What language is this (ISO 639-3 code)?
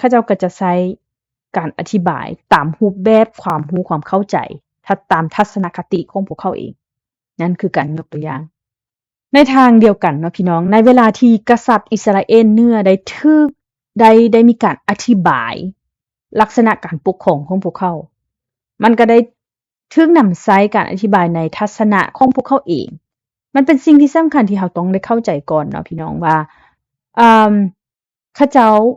lao